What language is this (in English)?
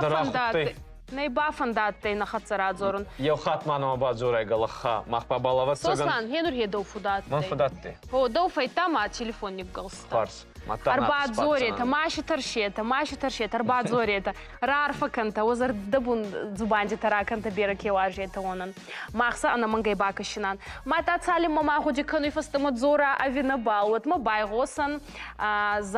Ossetic